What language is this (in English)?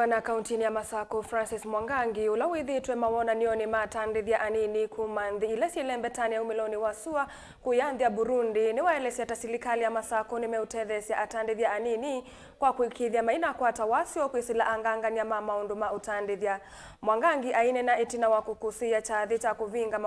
Kamba